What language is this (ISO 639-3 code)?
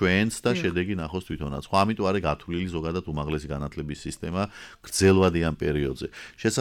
kat